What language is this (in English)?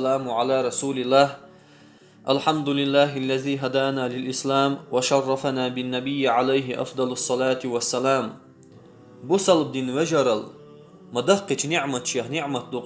Chechen